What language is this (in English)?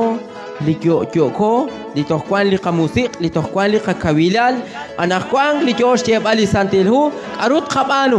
Kekchí